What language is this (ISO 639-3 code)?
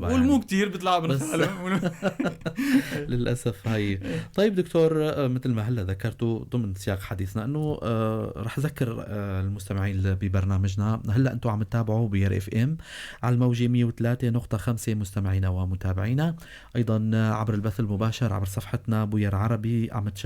apc